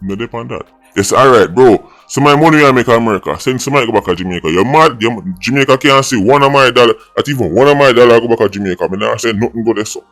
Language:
Jamaican Creole English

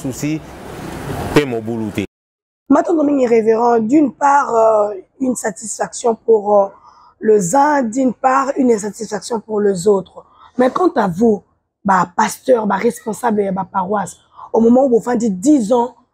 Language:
Lingala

